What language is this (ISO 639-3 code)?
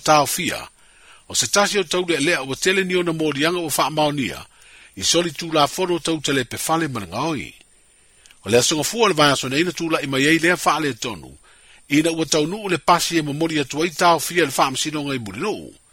smo